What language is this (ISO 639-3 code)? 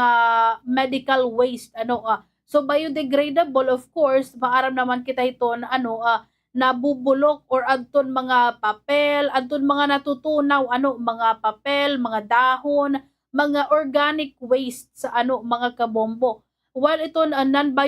war